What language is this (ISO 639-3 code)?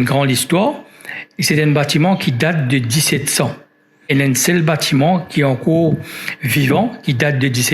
mfe